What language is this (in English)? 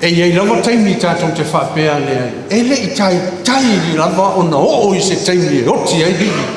Samoan